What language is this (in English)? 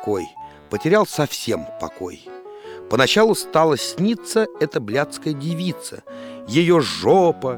Russian